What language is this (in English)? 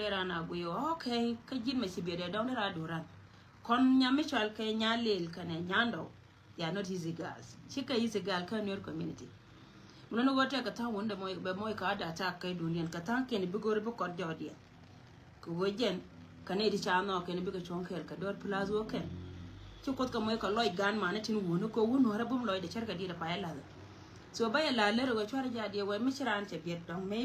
Nuer